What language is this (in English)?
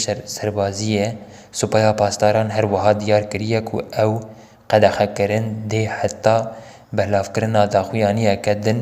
Kurdish